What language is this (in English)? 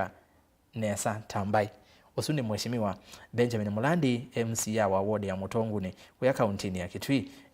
Kamba